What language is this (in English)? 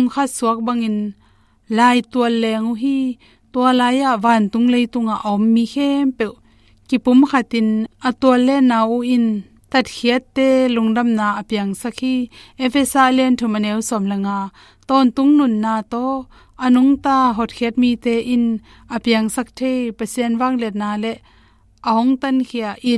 Tedim Chin